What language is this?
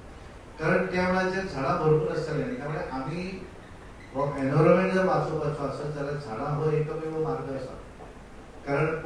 Konkani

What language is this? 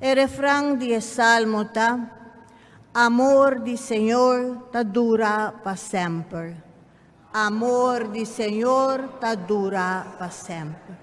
Papiamento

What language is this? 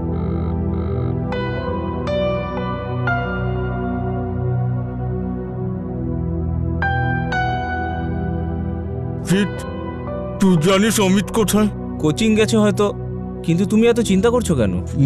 Bangla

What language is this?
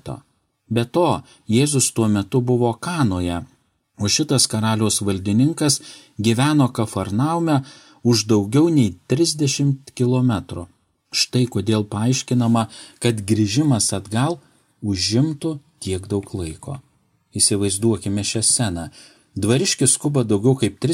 Lithuanian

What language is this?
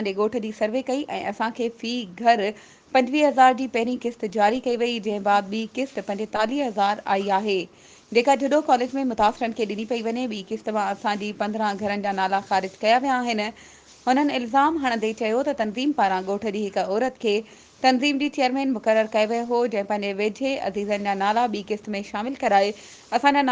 Sindhi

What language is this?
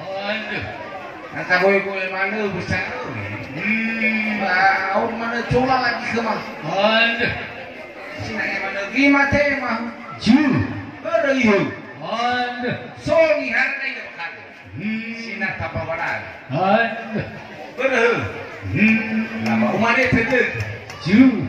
Nias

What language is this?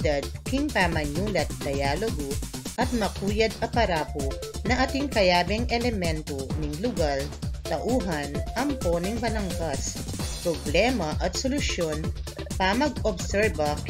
Pampanga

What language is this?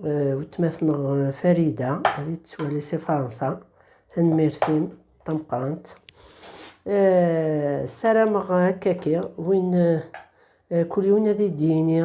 Kabyle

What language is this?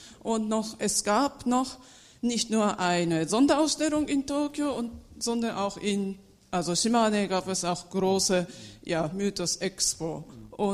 German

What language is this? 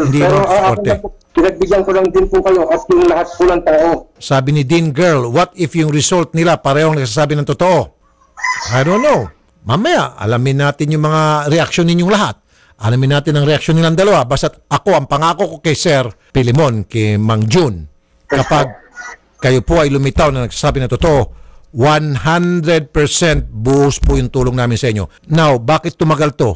Filipino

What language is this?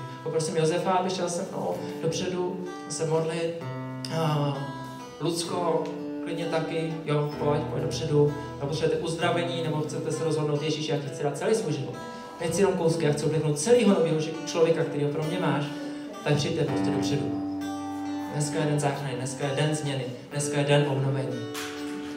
Czech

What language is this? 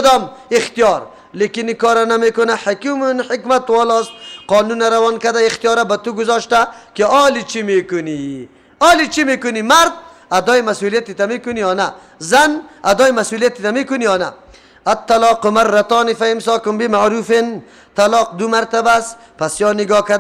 Persian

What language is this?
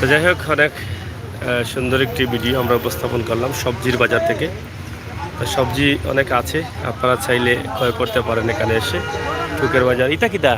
Sylheti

